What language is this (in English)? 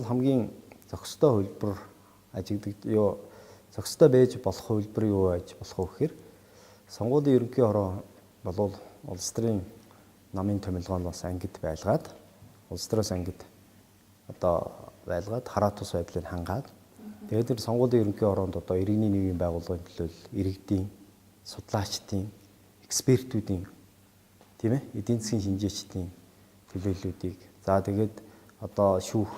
Mongolian